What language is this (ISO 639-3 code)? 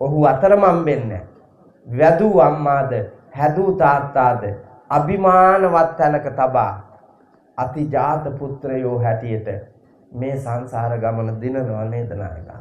sin